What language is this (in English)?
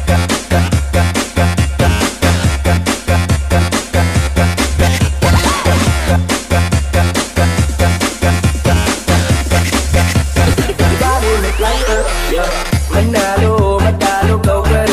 Filipino